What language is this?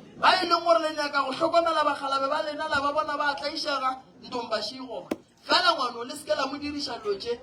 Northern Sotho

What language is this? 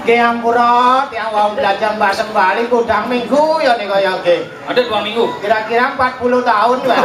Balinese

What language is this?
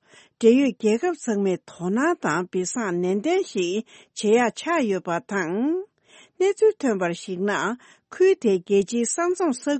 Tibetan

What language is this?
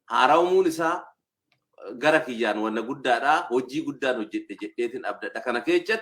Oromo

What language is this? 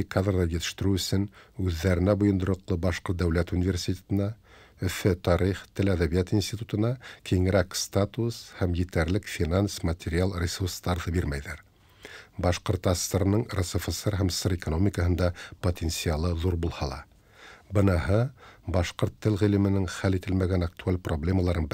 Tatar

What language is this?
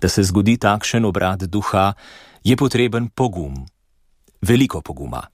Slovenian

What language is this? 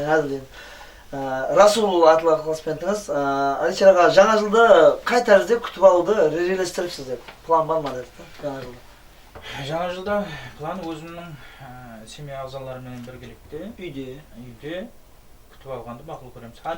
Kara-Kalpak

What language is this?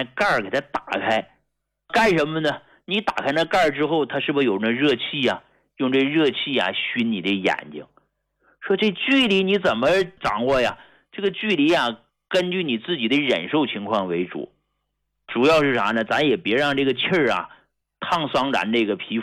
Chinese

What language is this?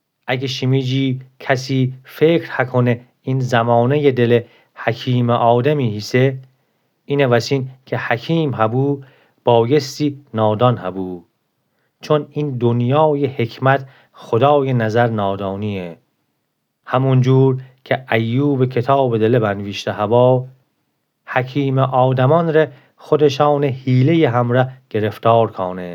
Gilaki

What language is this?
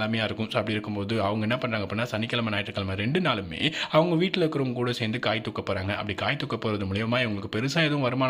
Tamil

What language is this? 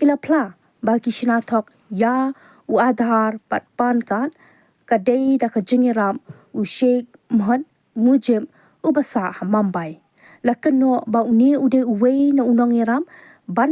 Khasi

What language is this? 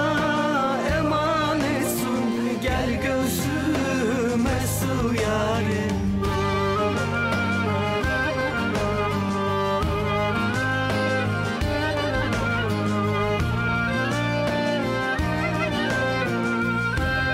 Turkish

